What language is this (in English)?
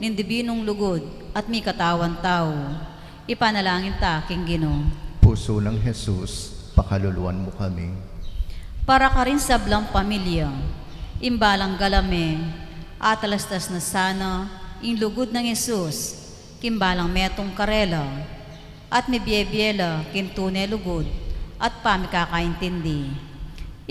Pampanga